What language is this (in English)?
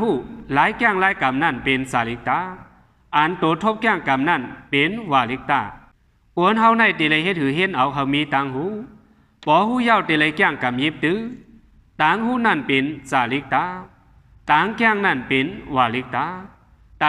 Shan